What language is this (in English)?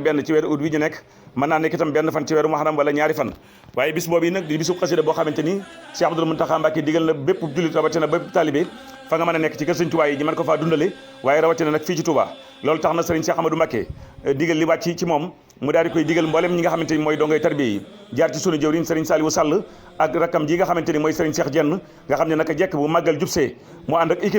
Wolof